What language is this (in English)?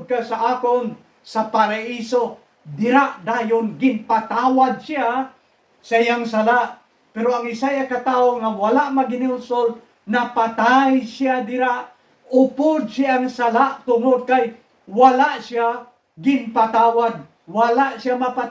Hiligaynon